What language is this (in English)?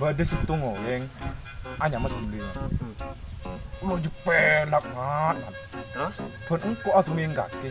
Madurese